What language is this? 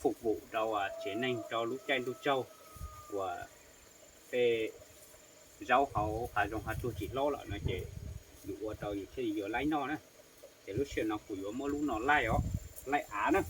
Hmong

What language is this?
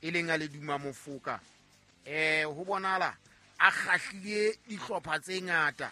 Southern Sotho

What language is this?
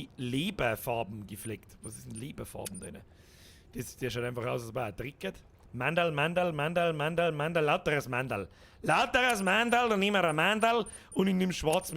Bavarian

